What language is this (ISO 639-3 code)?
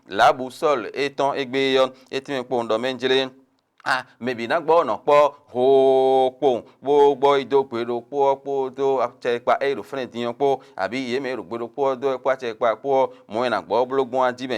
fon